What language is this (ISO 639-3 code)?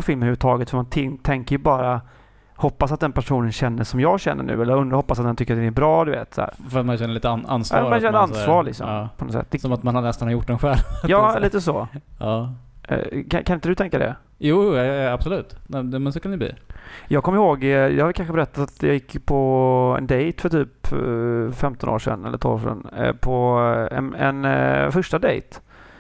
swe